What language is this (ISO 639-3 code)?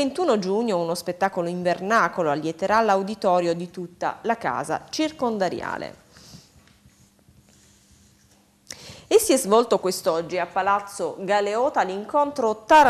ita